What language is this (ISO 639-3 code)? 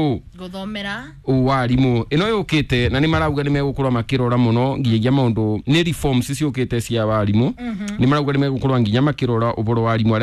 kik